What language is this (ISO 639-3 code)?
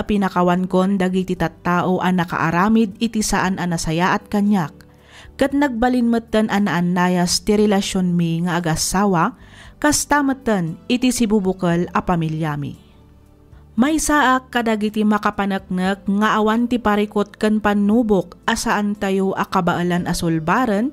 ilo